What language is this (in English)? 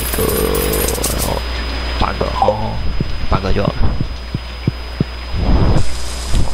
Chinese